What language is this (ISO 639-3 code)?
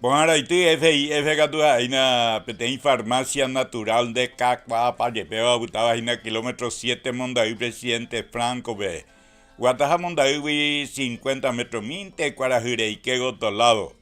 grn